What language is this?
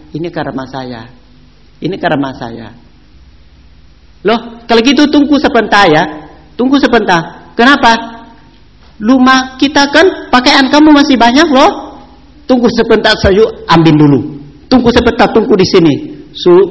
Indonesian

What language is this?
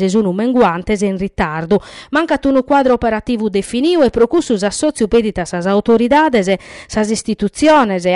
Sardinian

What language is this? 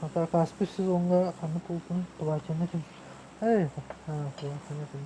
Yakut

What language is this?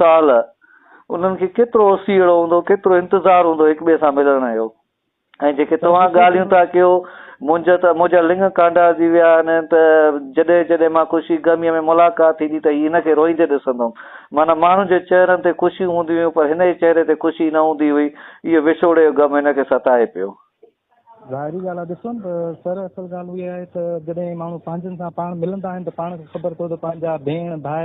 Sindhi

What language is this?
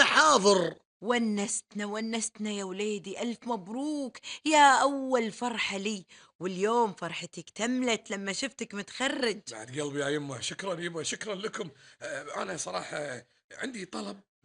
Gulf Arabic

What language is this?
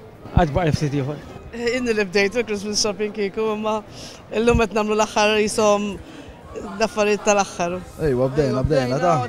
Maltese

